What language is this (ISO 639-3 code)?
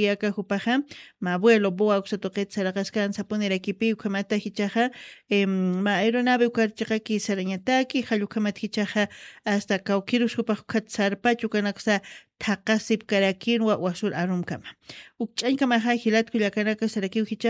aym